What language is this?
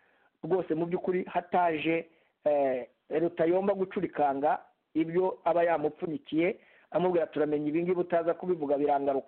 Kinyarwanda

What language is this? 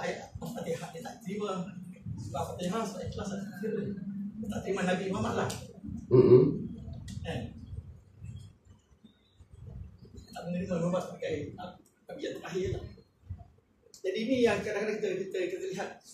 Malay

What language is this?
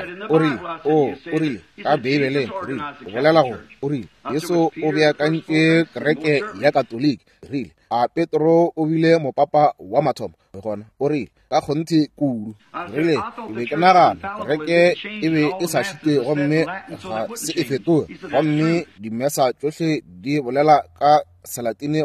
Northern Sotho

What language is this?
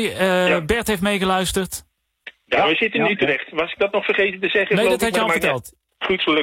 Dutch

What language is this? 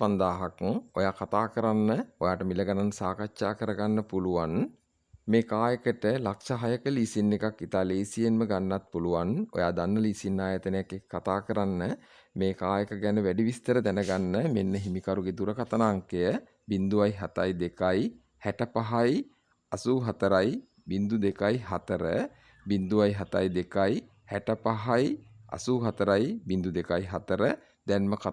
Sinhala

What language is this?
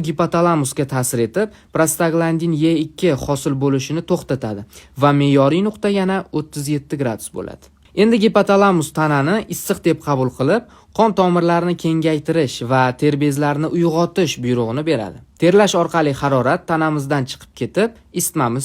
Uzbek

